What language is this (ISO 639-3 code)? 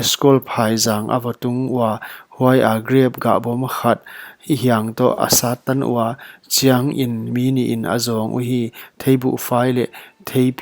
pck